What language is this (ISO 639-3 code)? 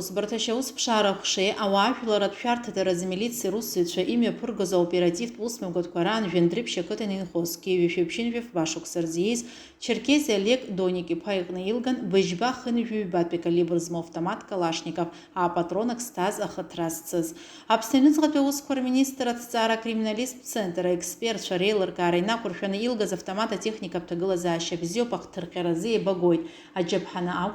abk